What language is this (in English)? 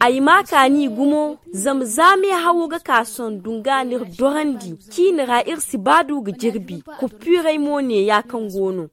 Zarma